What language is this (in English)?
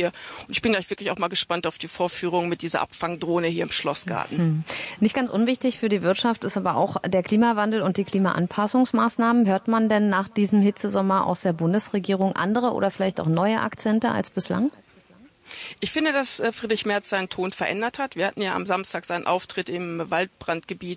German